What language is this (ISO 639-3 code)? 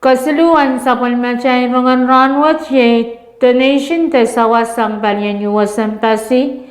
pon